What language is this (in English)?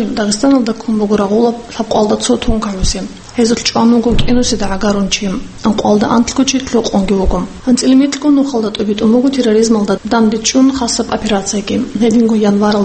Avaric